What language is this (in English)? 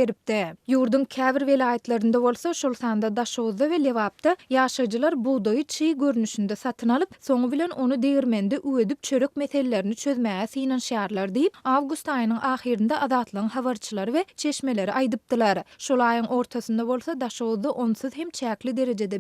Turkmen